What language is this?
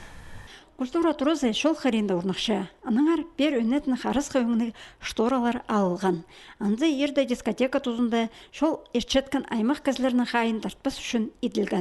Khakas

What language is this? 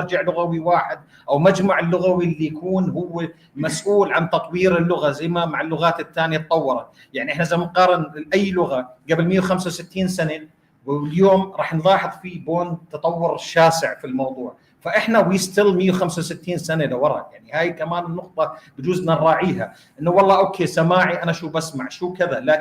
North Levantine Arabic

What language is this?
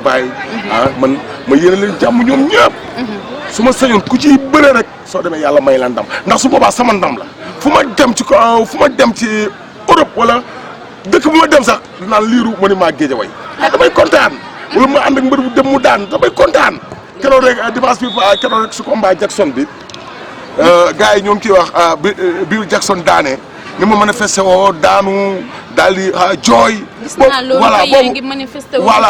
Wolof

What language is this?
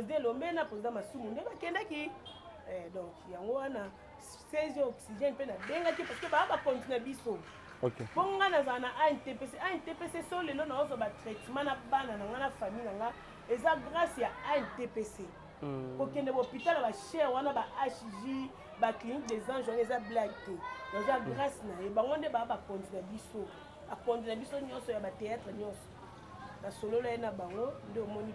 Lingala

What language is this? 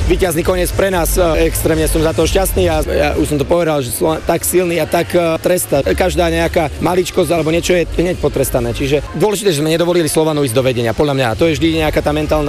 Slovak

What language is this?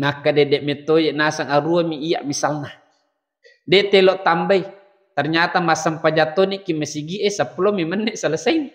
Buginese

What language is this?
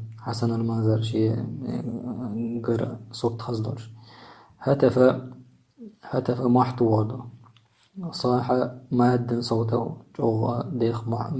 Chechen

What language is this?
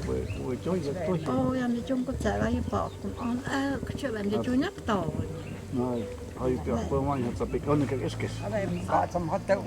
Totontepec Mixe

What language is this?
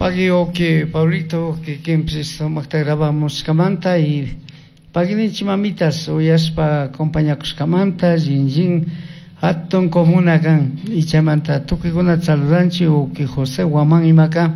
Chimborazo Highland Quichua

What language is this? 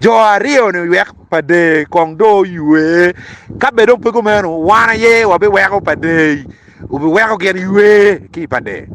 Acoli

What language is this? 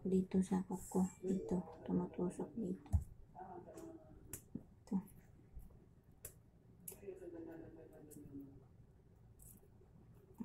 Filipino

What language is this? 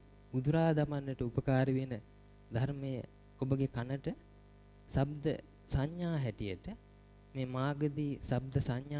Sinhala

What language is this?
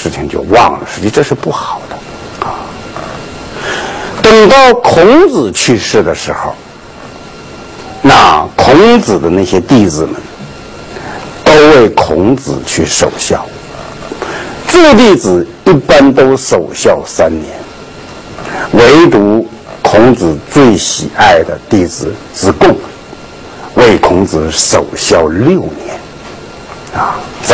Chinese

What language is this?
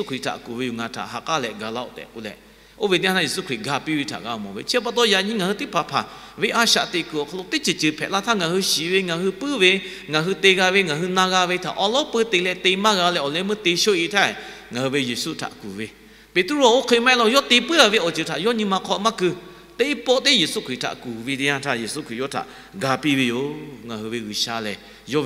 Lahu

